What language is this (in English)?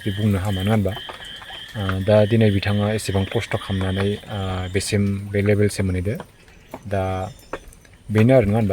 Bodo